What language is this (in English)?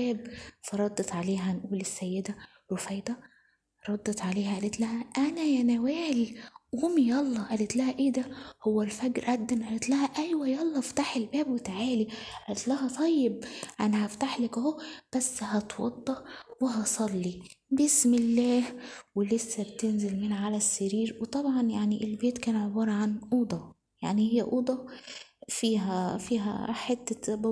Egyptian Arabic